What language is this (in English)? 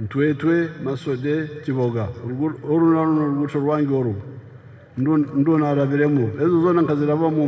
Nyankole